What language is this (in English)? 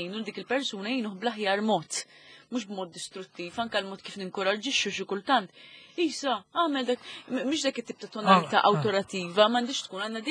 Maltese